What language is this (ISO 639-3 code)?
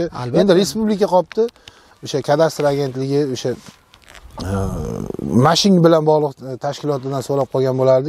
uzb